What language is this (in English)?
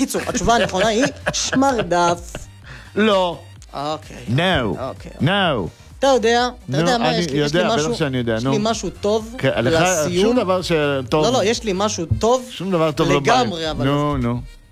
Hebrew